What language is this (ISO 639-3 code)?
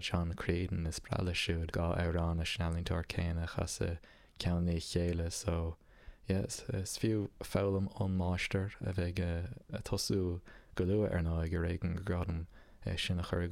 gle